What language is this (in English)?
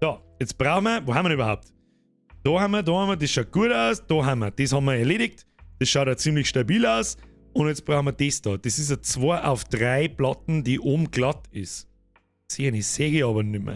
Bavarian